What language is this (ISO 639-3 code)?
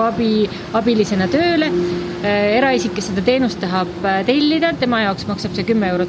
est